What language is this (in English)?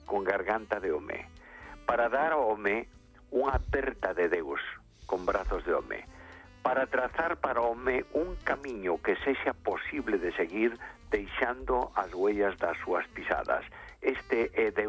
Galician